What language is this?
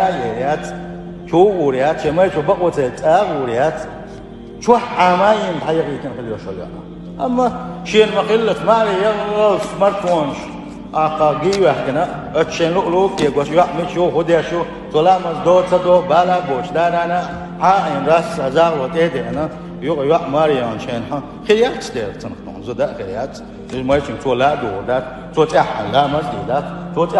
Chechen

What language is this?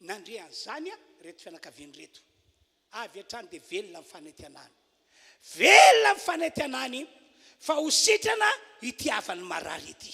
Malagasy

